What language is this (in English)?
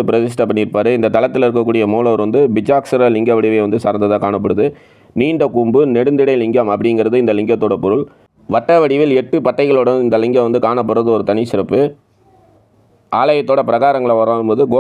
Tamil